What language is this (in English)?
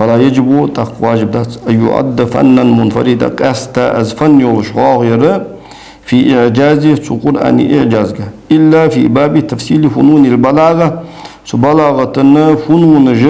Ingush